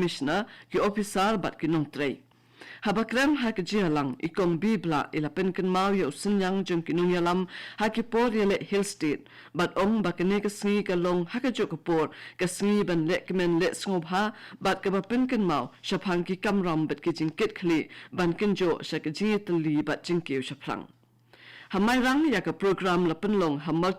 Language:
Khasi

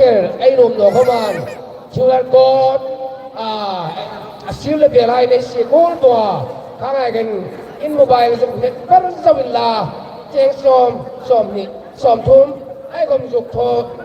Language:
Hmar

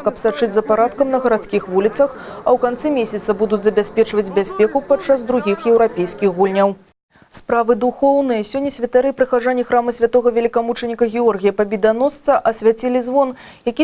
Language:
Belarusian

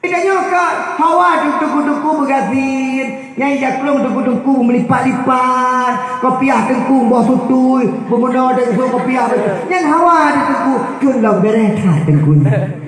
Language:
Achinese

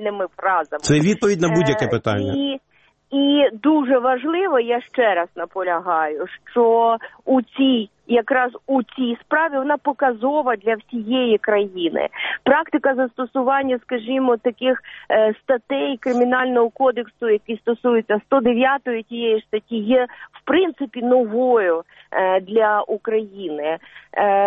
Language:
Ukrainian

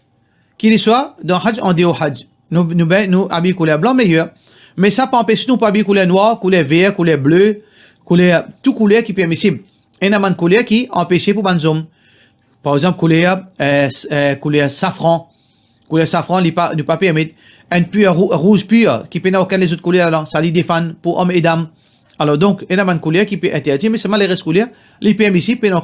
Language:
Morisyen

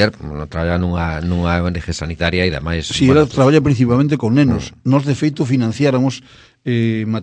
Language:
Galician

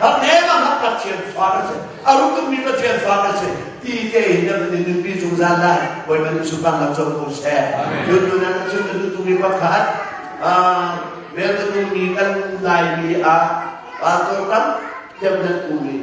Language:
Hakha Chin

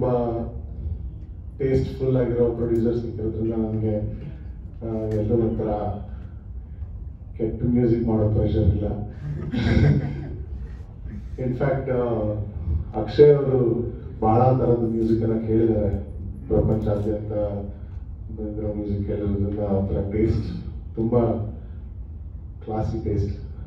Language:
Kannada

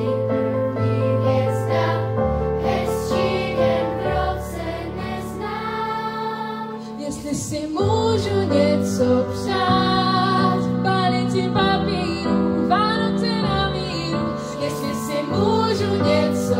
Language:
Czech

